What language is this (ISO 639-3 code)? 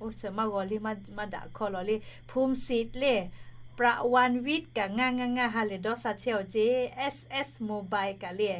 lhu